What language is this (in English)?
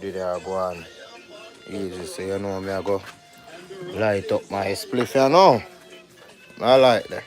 Jamaican Creole English